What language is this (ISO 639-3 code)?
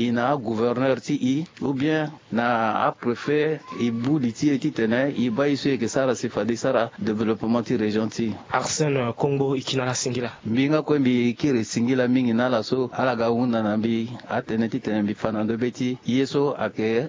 sag